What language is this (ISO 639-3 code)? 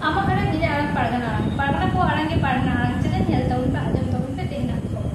sat